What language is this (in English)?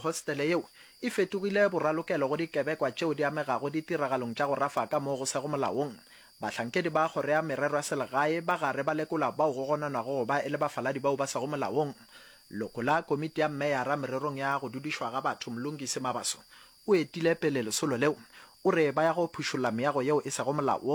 Northern Sotho